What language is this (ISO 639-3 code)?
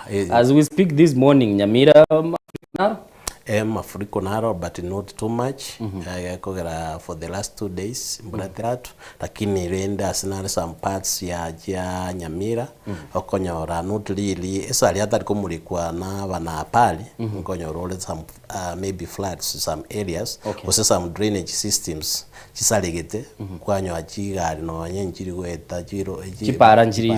guz